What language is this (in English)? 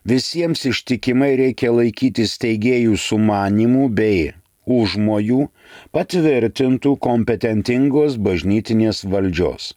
Lithuanian